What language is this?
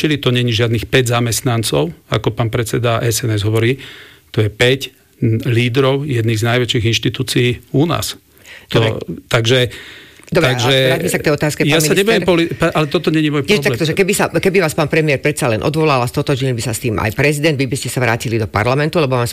Slovak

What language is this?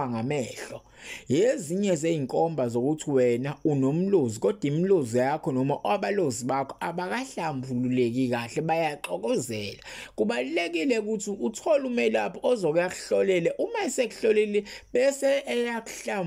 Zulu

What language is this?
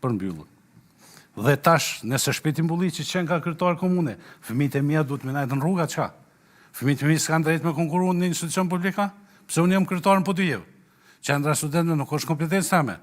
Albanian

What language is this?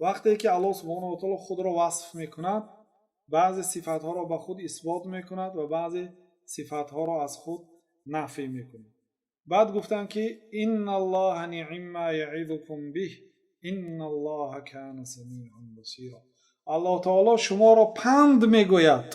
Tajik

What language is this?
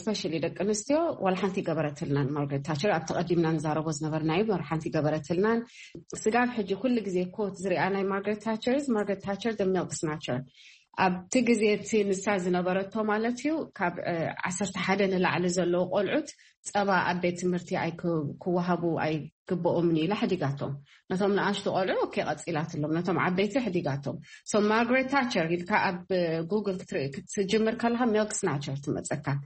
Tigrinya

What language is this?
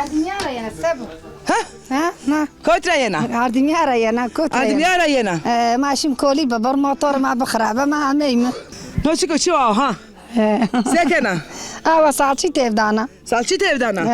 Zaza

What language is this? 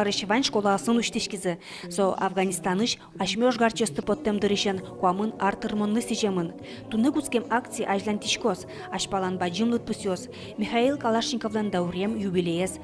Udmurt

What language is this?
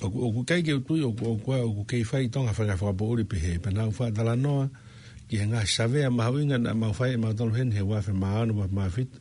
Tongan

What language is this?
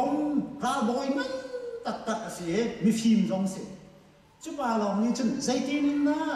Hakha Chin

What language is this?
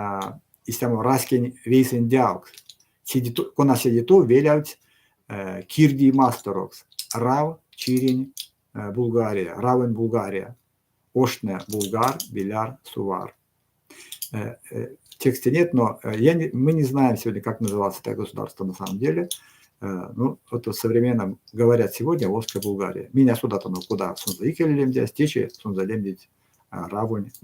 Erzya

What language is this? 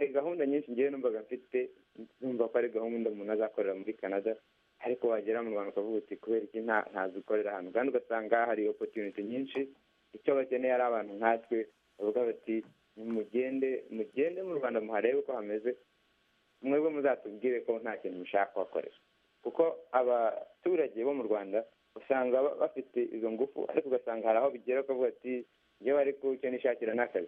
Kinyarwanda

